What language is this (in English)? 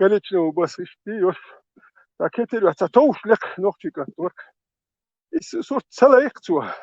Chechen